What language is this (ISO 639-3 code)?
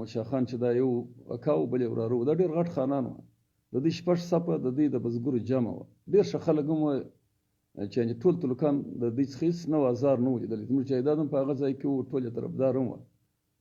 pus